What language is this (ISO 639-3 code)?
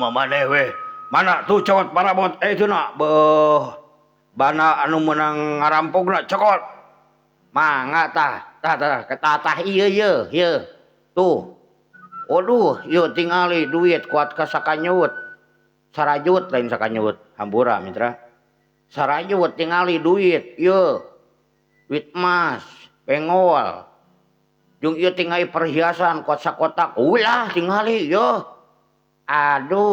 sun